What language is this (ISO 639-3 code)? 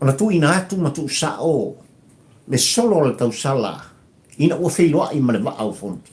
smo